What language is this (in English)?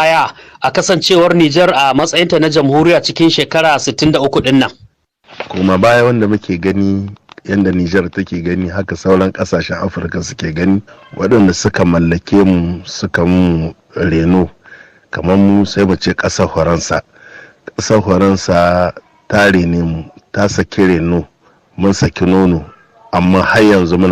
Hausa